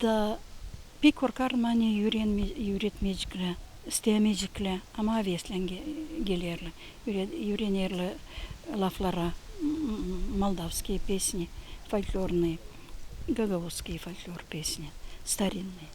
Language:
Gagauz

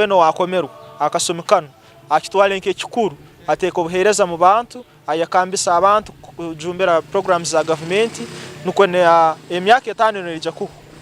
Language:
Nyankole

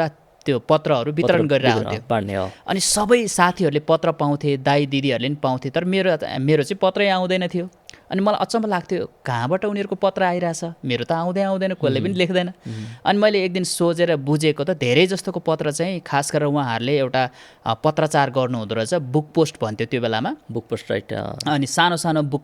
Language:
Nepali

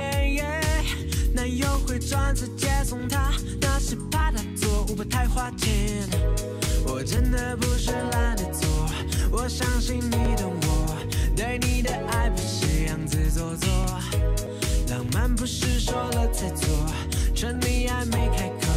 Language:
Chinese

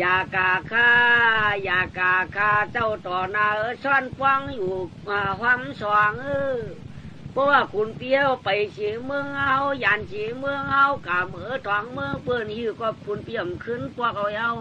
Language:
Shan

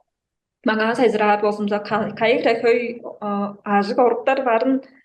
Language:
Tuvinian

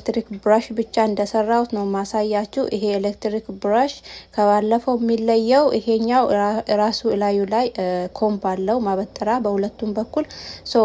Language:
Amharic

